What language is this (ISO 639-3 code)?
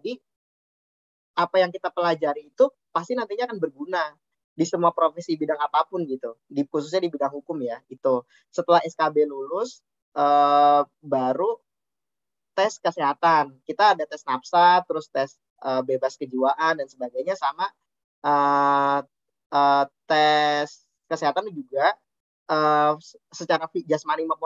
ind